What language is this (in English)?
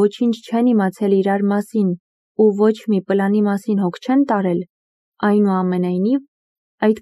Armenian